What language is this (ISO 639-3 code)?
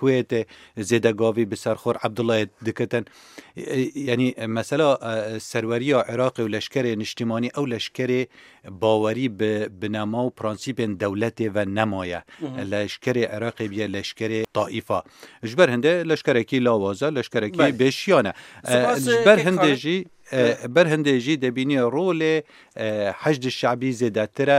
kur